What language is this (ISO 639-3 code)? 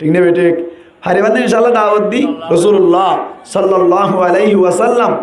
rhg